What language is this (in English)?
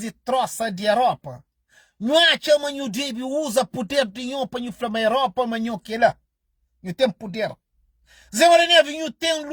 Kabuverdianu